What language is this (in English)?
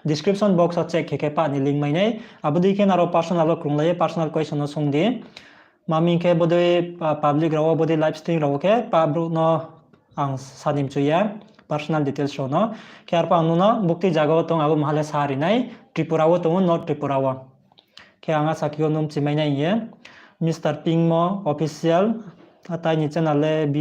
Riang (India)